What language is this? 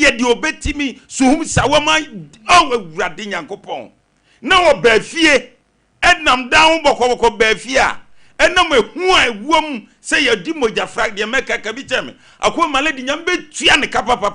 Akan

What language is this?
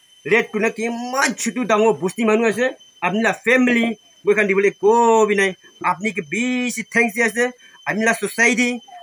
Naga Pidgin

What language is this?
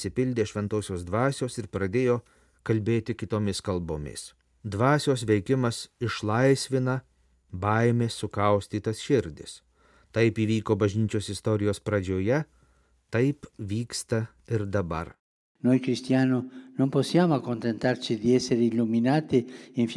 Lithuanian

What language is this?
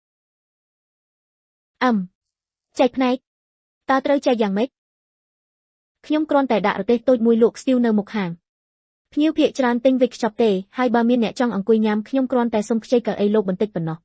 Khmer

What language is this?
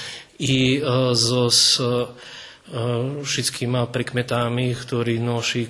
Rusyn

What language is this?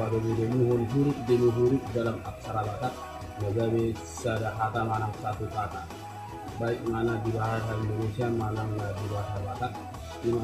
Batak Toba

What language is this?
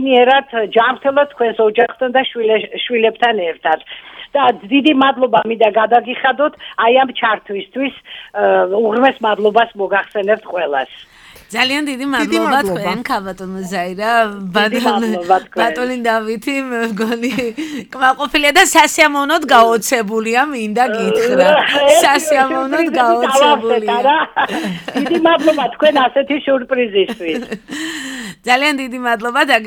Georgian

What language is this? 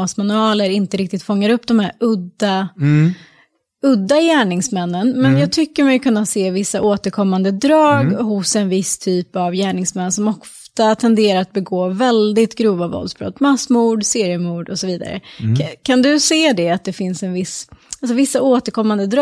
Swedish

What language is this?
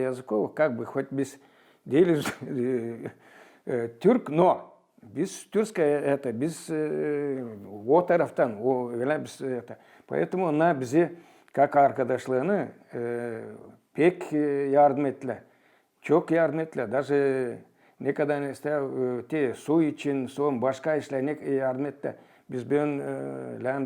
Gagauz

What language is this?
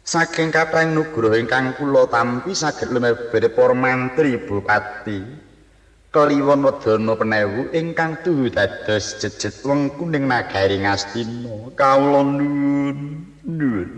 Javanese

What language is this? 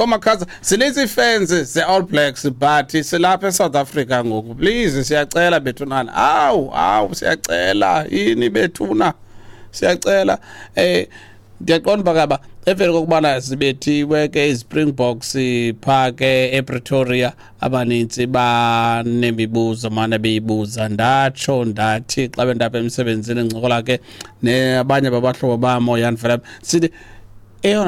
Xhosa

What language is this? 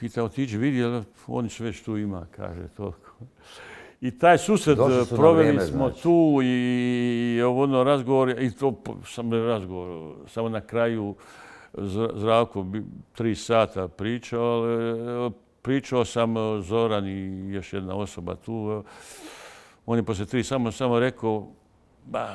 Bosnian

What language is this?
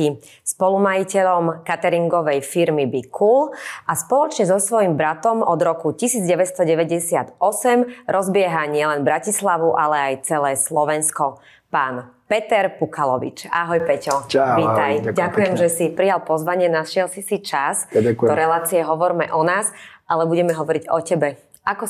Slovak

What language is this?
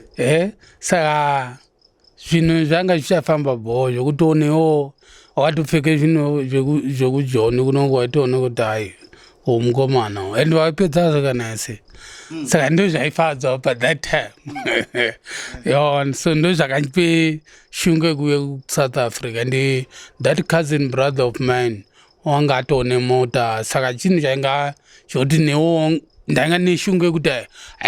Shona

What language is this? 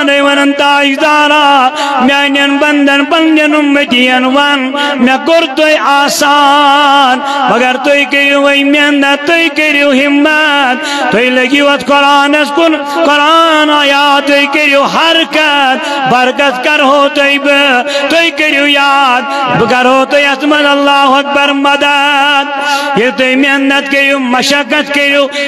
Kashmiri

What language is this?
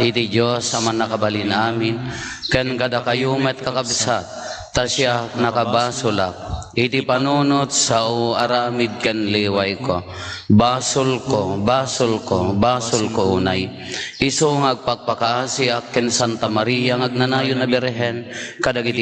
Iloko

